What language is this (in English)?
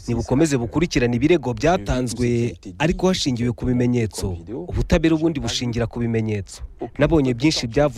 Kinyarwanda